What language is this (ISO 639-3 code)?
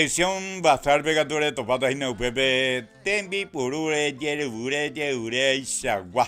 grn